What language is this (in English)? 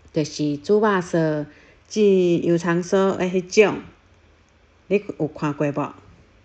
Min Nan Chinese